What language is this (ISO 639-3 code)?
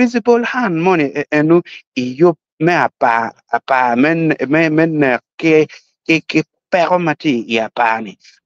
ach